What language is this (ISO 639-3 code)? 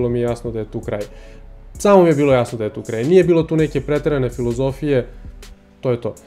srp